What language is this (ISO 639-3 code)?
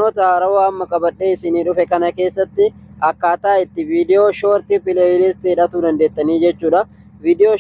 orm